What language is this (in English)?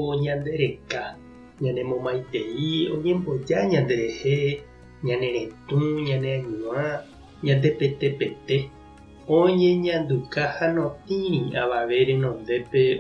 Guarani